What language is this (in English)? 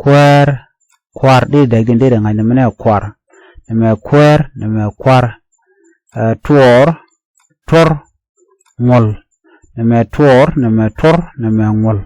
Nuer